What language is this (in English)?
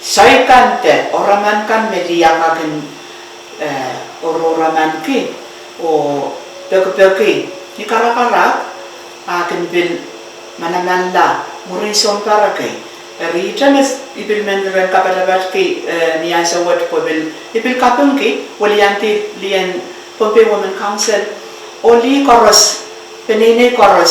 Pohnpeian